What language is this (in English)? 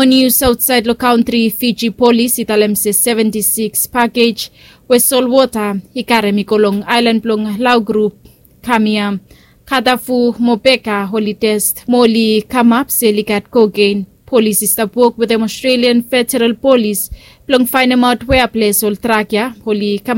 Bislama